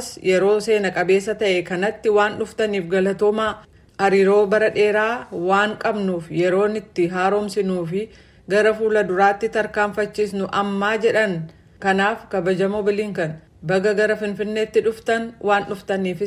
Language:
Oromo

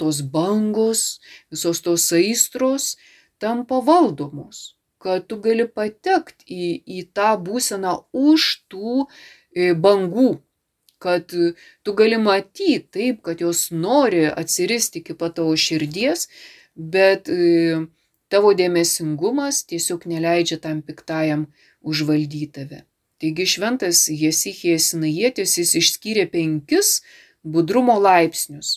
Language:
Lithuanian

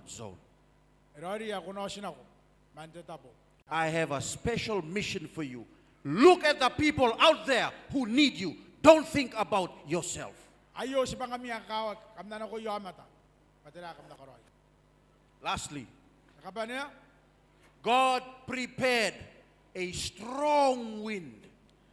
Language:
Gilbertese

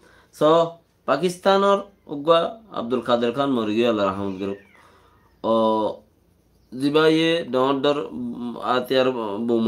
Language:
Rohingya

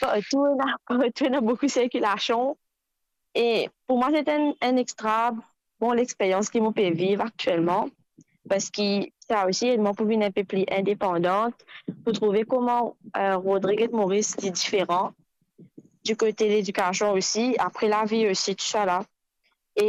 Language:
Morisyen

